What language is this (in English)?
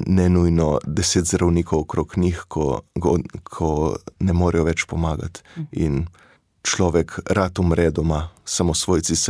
Slovenian